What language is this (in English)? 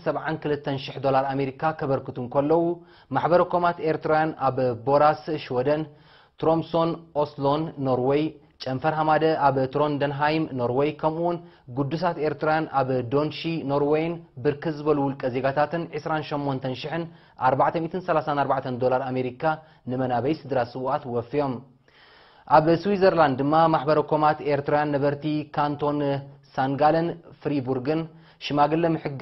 Tigrinya